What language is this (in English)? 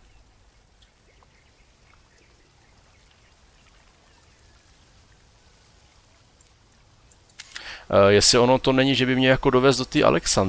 Czech